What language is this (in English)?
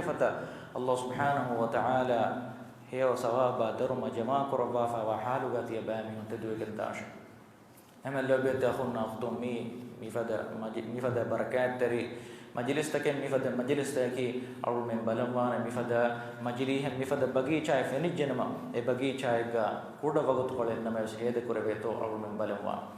Divehi